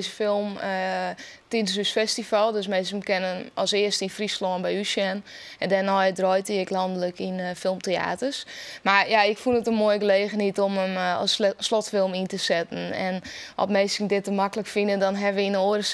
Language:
Western Frisian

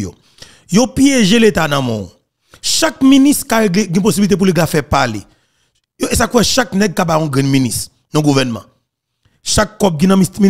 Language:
Haitian Creole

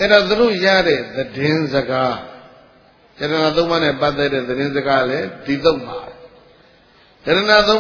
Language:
Burmese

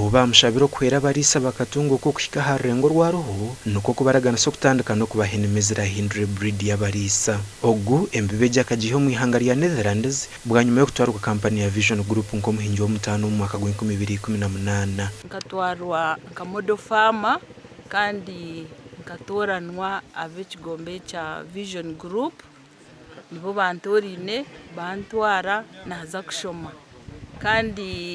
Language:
Nyankole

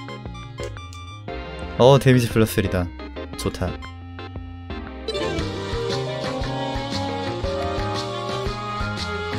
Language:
Korean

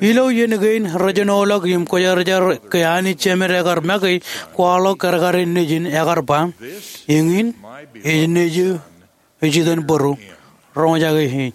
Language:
Marshallese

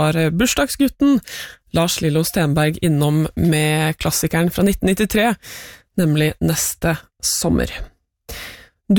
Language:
Norwegian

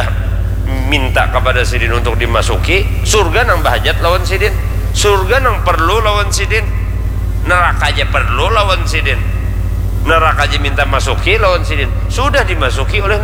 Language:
Banjar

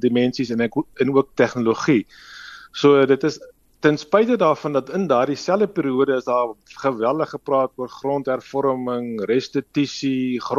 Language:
Afrikaans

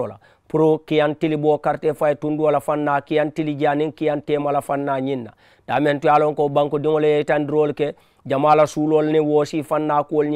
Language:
Mandingo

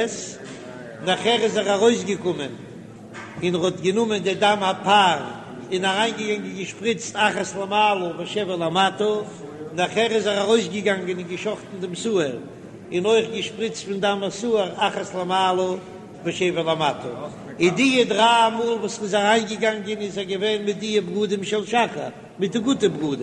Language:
Yiddish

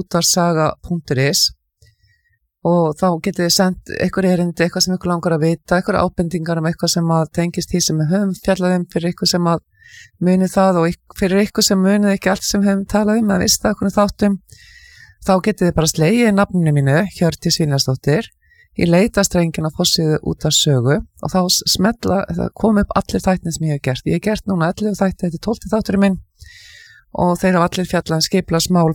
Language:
Icelandic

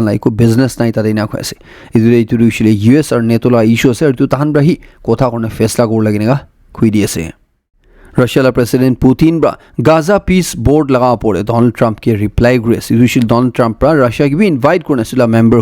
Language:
Naga Pidgin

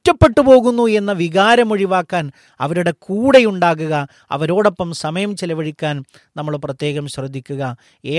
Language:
Malayalam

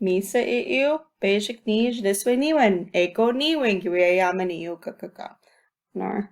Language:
Chippewa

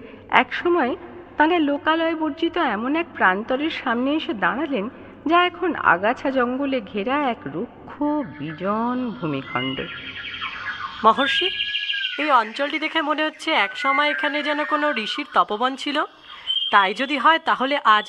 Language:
Bangla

